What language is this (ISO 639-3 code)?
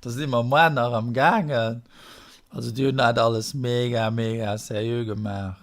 ltz